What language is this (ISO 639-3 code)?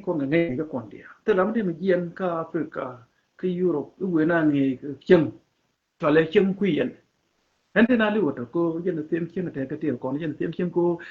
nus